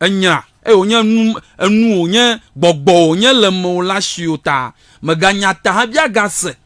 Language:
Ewe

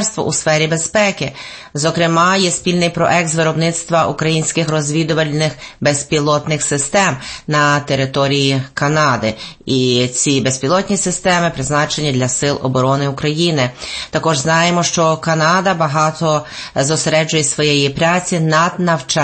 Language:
Ukrainian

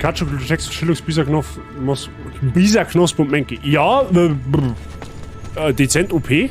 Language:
Bavarian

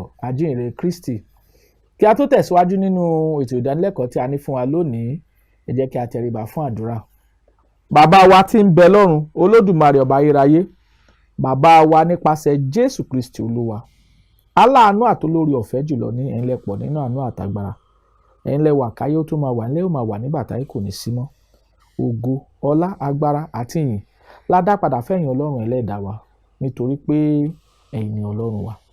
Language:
Yoruba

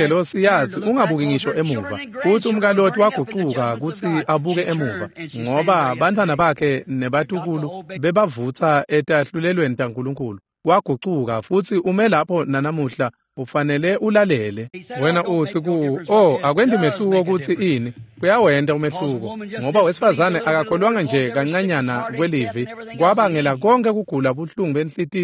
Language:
Swati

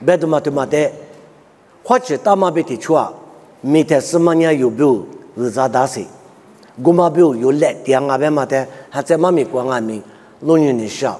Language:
Lisu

